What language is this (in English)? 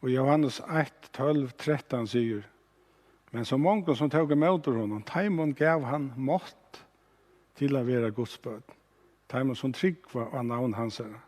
Faroese